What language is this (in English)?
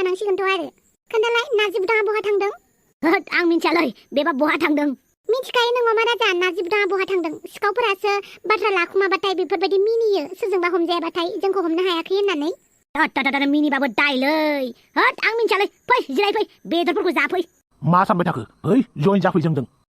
Bodo